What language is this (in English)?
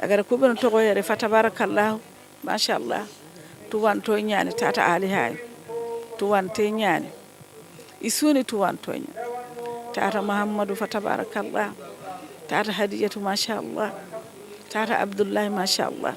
Fula